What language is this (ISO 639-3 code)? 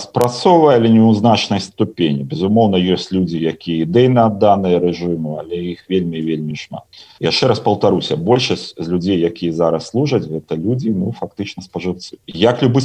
bel